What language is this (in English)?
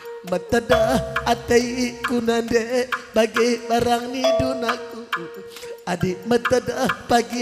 Batak Karo